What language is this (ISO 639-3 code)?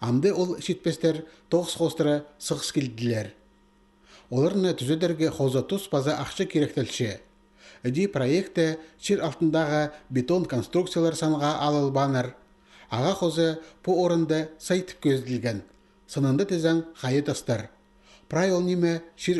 kjh